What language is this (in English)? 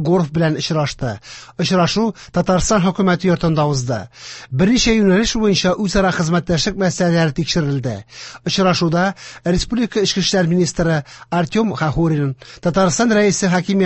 Tatar